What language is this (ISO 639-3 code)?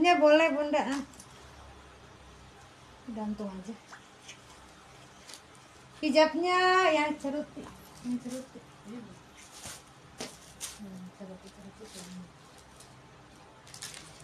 ind